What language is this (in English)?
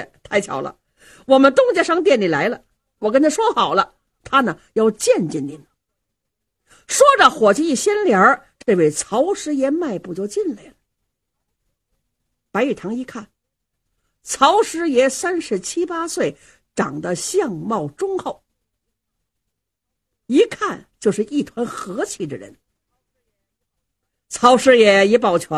Chinese